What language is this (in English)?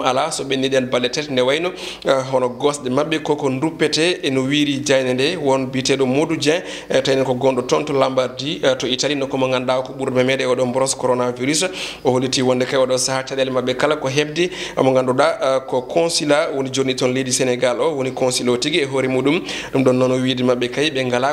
Fula